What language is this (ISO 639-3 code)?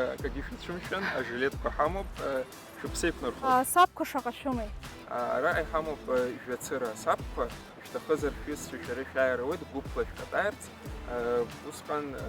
abk